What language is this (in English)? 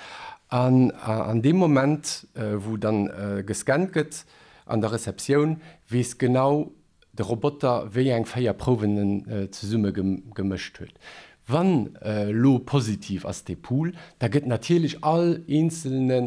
Luxembourgish